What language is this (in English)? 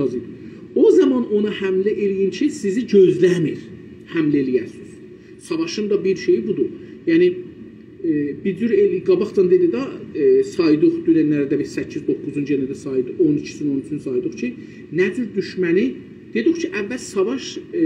South Azerbaijani